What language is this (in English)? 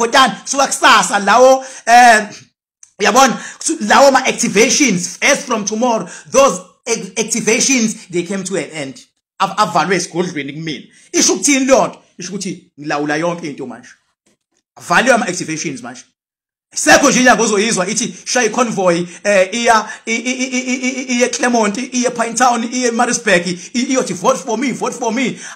Zulu